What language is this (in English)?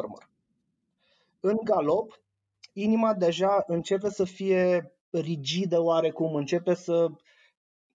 Romanian